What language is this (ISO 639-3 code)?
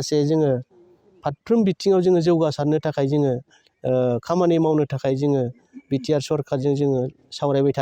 brx